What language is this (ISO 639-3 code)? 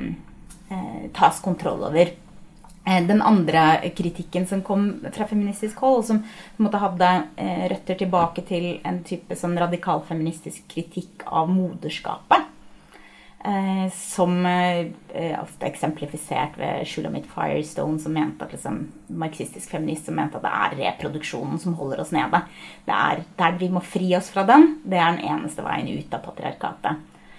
nor